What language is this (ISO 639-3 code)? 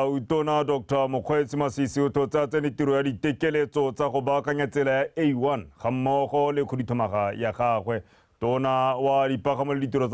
tsn